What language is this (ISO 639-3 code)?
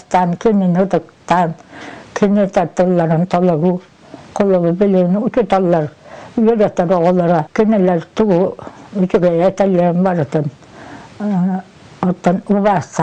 sah